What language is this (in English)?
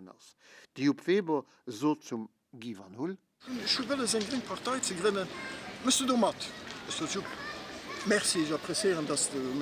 Luxembourgish